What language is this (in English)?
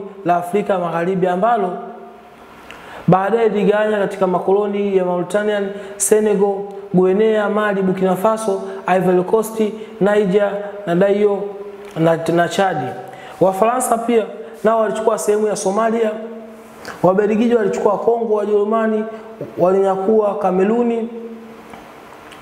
Swahili